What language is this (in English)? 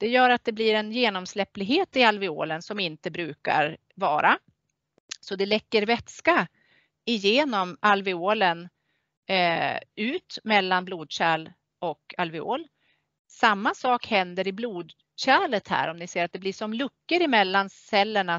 Swedish